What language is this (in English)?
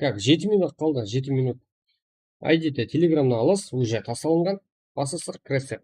Kara-Kalpak